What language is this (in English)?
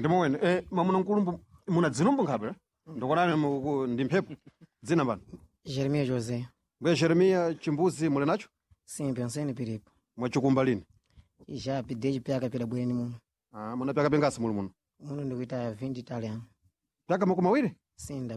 Sena